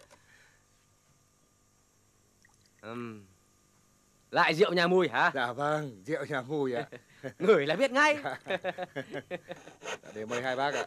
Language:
Vietnamese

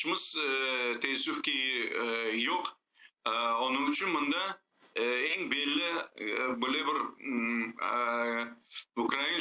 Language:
Crimean Tatar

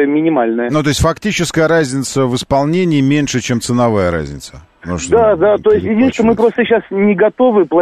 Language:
Russian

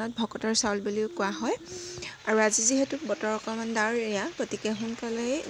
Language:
Assamese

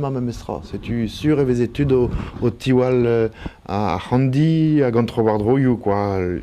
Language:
Breton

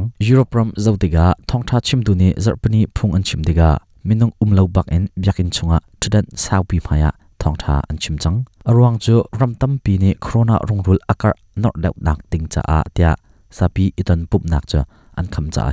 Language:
Hakha Chin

